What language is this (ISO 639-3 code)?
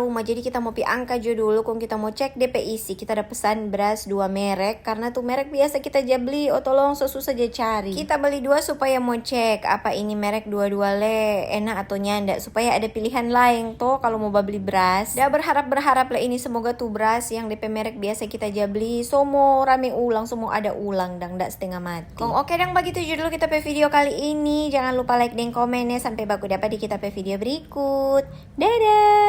xmm